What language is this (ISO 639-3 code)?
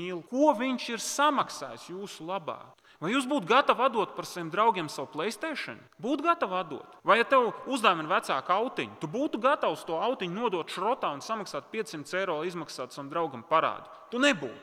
lav